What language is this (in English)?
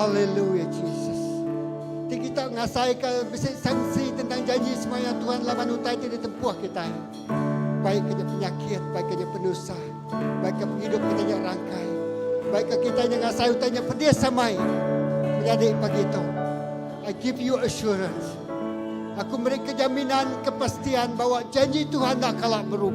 Iban